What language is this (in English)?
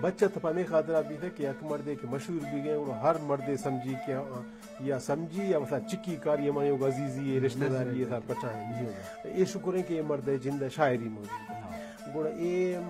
Baluchi